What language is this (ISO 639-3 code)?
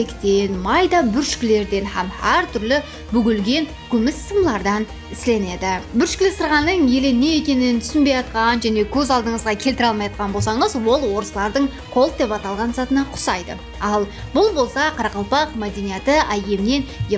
kaa